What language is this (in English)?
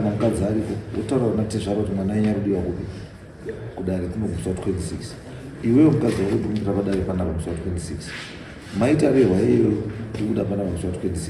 Shona